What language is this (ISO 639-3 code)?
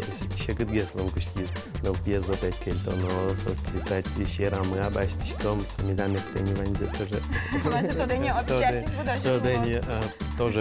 udm